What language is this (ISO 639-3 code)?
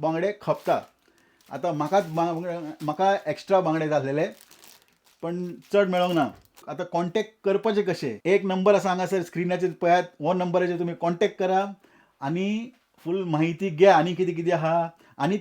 kok